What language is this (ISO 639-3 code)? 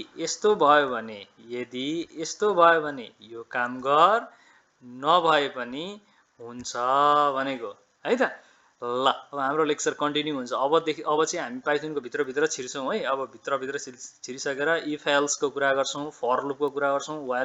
nep